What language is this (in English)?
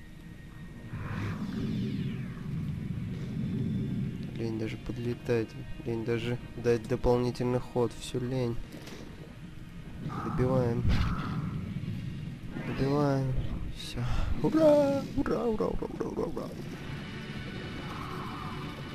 Russian